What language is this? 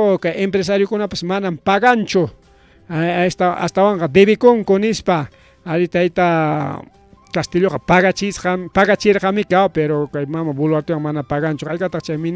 Ayacucho Quechua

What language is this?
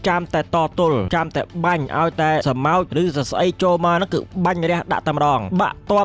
Khmer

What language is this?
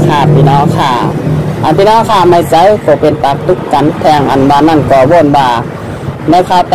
Shan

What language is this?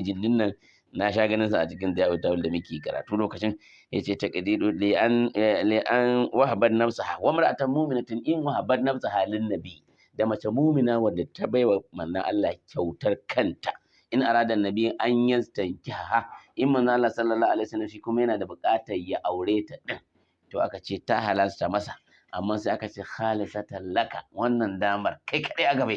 Hausa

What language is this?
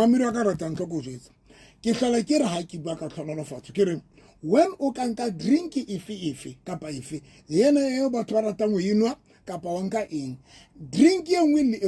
Southern Sotho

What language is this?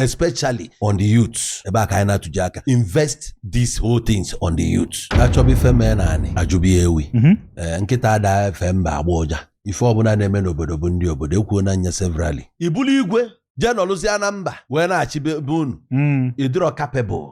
Igbo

